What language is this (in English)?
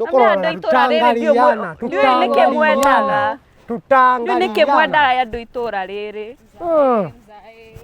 Kikuyu